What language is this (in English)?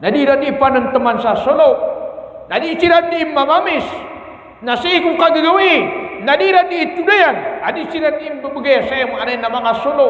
Maranao